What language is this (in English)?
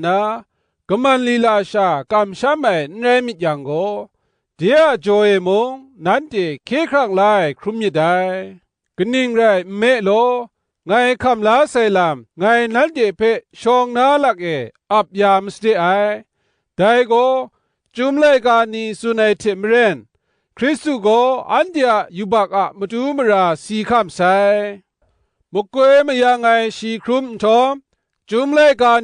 Kachin